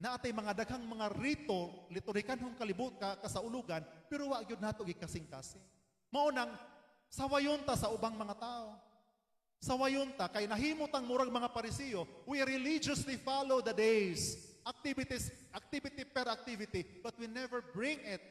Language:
Cebuano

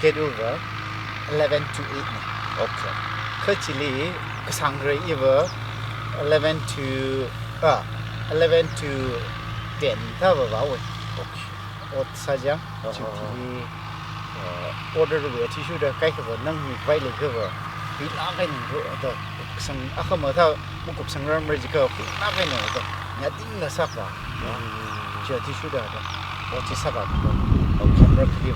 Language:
Tangkhul Naga (India)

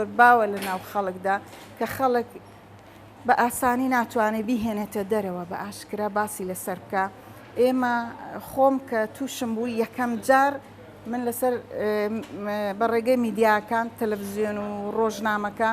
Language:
Central Kurdish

